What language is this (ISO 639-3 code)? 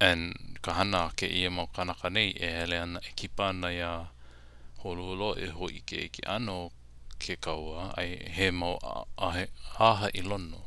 haw